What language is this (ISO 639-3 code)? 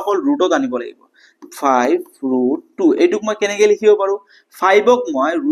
asm